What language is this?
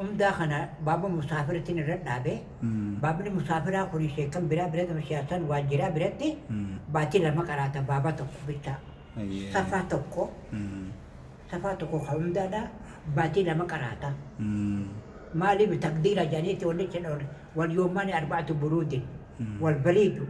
Oromo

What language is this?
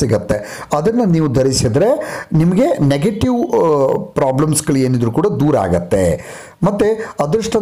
Kannada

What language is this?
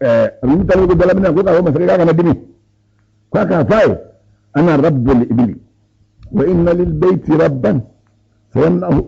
Bambara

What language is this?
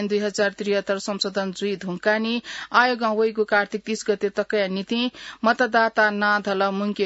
Newari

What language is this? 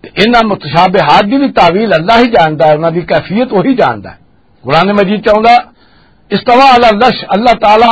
Western Panjabi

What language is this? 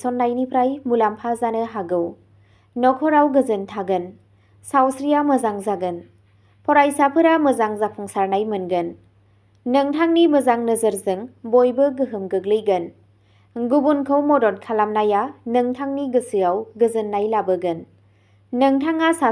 Bodo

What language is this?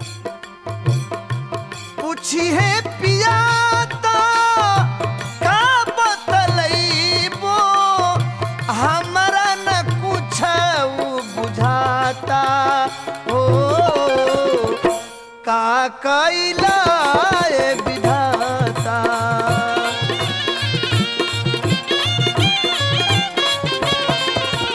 Bhojpuri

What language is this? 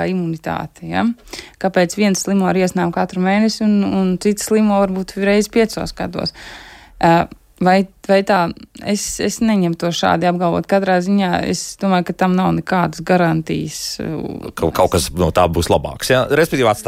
Latvian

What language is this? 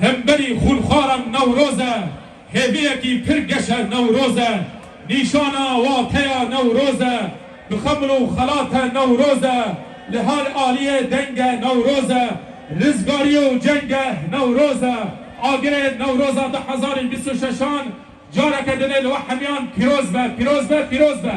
Kurdish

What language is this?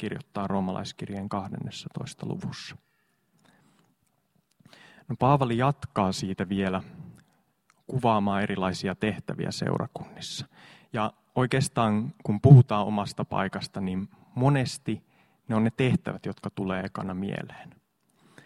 Finnish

